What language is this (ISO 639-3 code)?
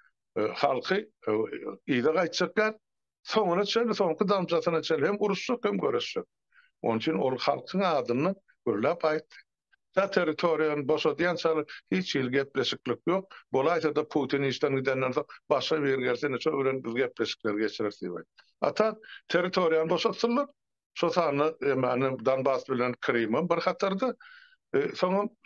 tuk